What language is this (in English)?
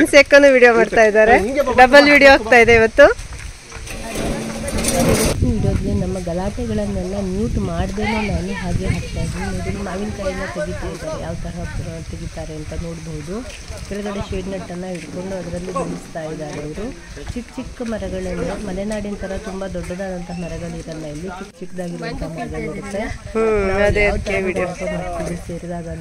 Kannada